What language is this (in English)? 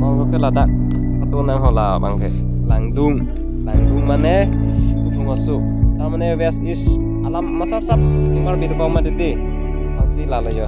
Karbi